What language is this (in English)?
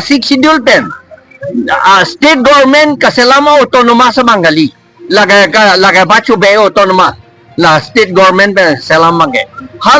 Karbi